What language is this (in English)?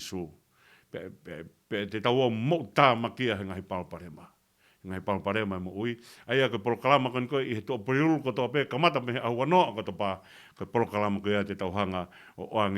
Tongan